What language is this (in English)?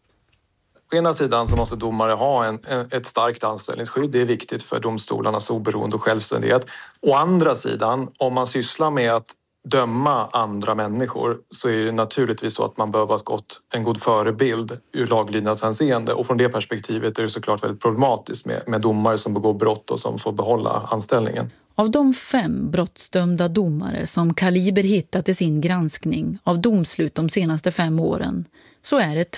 Swedish